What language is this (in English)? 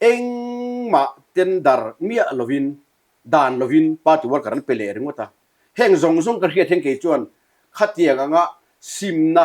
Mizo